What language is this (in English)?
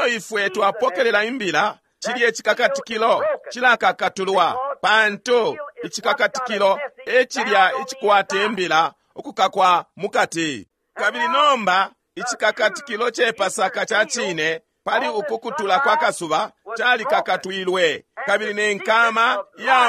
Bemba